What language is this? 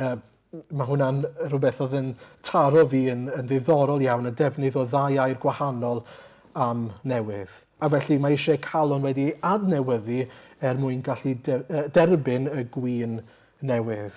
Welsh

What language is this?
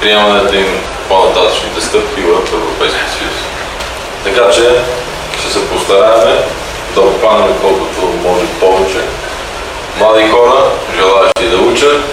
Bulgarian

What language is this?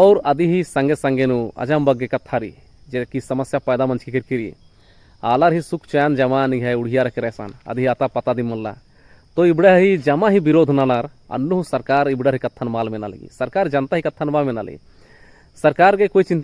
Kurukh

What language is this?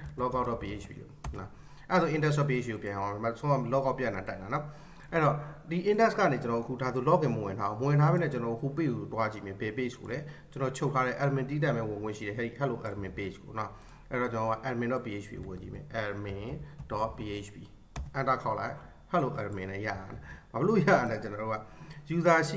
Burmese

